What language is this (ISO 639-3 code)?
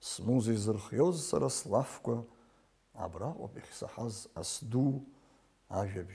abk